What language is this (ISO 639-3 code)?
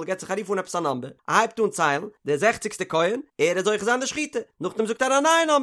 yid